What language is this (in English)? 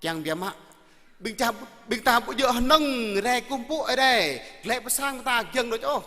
Jarai